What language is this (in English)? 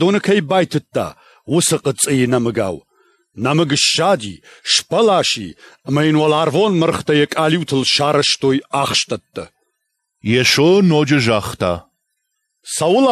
Ossetic